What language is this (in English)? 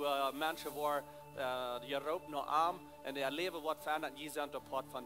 Plautdietsch